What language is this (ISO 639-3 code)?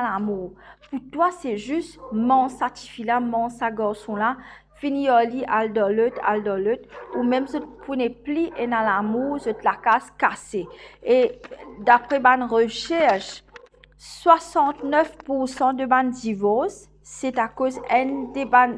mfe